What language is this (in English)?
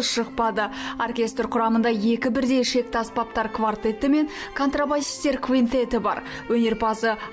Kazakh